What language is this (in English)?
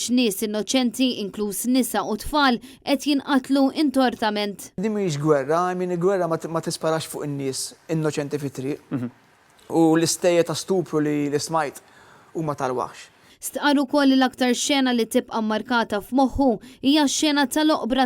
Maltese